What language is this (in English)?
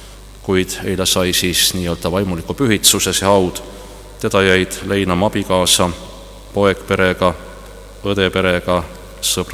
Estonian